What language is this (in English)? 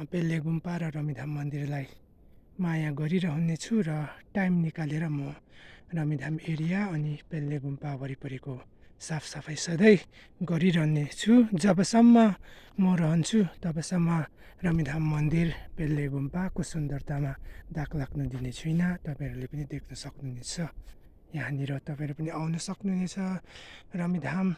Nepali